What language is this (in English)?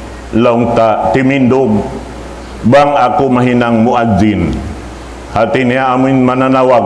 Tausug